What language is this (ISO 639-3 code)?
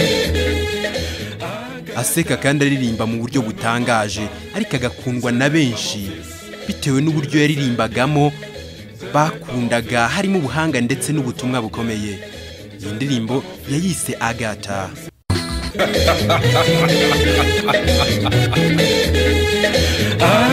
kin